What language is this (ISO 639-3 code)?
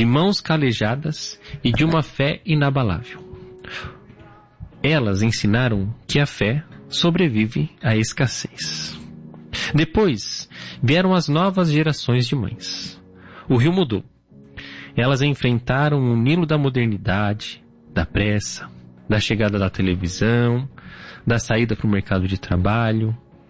por